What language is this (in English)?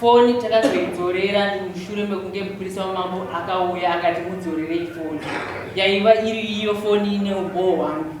Shona